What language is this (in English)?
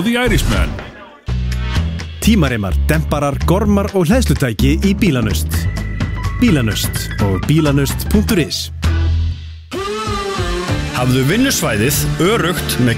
Icelandic